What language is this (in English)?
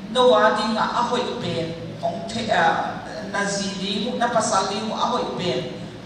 Tedim Chin